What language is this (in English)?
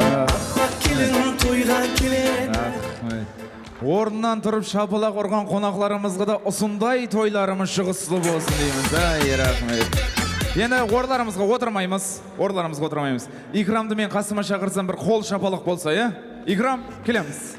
Kara-Kalpak